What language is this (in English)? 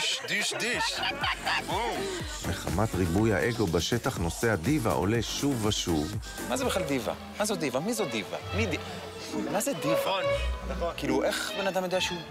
Hebrew